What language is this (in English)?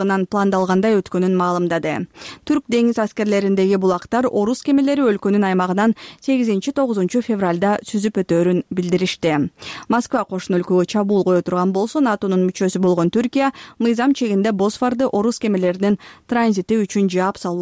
Kyrgyz